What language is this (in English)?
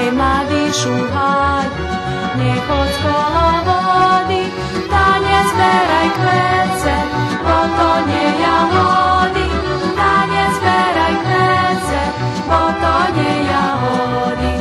Rusyn